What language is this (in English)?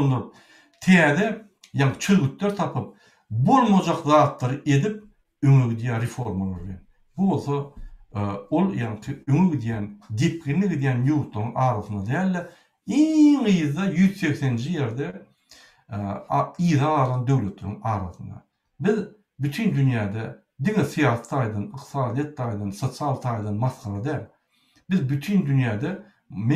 Turkmen